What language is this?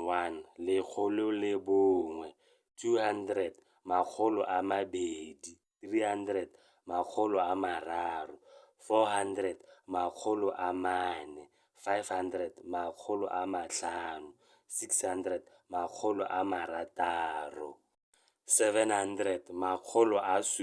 Tswana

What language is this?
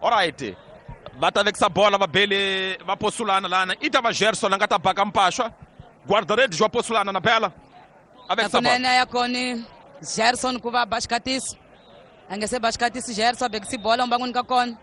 Tsonga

